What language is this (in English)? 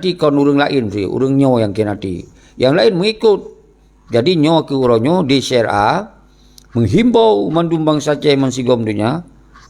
Achinese